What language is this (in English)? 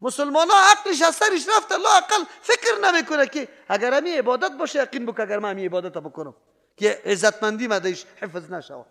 Persian